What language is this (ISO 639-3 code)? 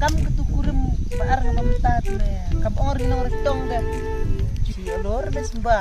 kha